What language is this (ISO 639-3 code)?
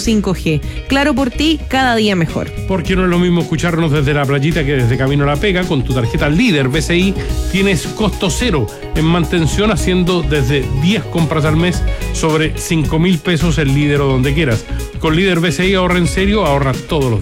spa